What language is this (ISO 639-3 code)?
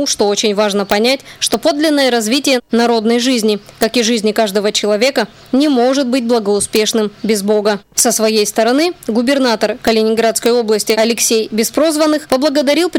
rus